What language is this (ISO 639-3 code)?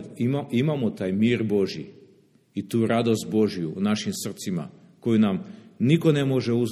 srp